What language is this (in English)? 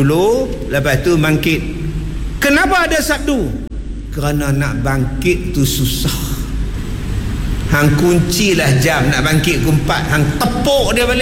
Malay